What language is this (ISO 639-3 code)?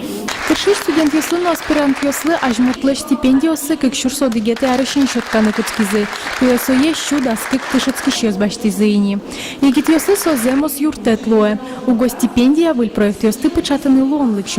udm